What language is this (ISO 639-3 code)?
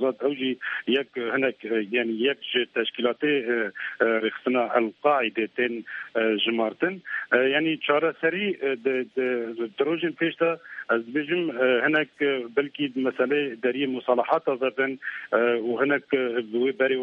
kur